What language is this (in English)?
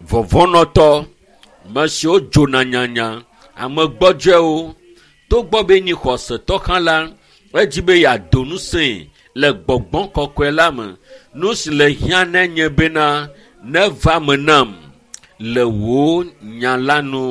Ewe